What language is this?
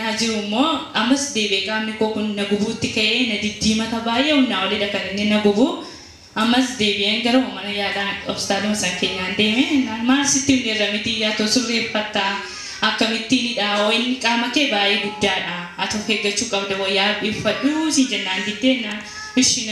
Oromo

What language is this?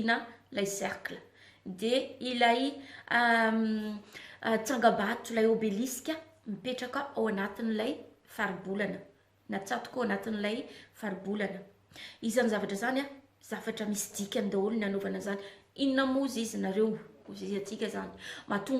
Malagasy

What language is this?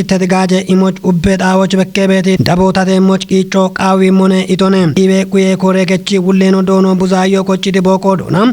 Kafa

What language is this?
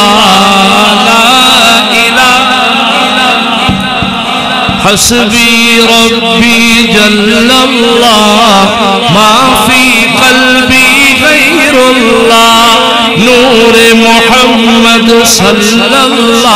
Urdu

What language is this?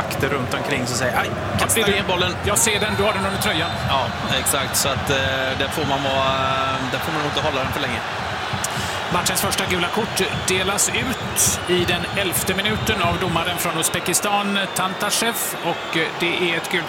Swedish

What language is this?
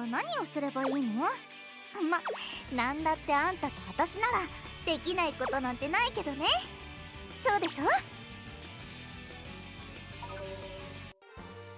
Japanese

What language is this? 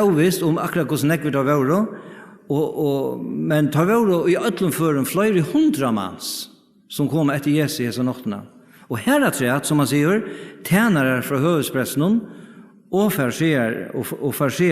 Faroese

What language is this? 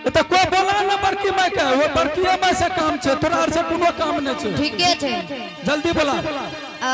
Angika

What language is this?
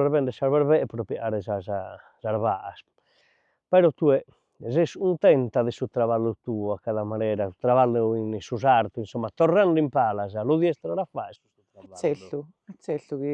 Sardinian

